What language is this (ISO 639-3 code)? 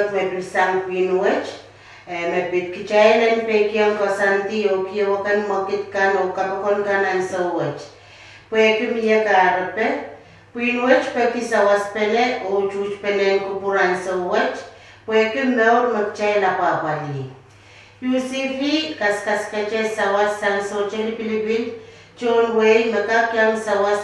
pon